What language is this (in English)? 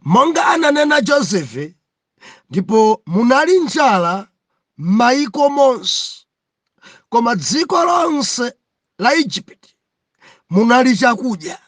Nyanja